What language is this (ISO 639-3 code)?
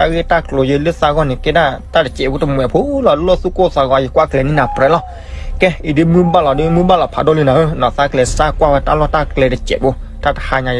ksw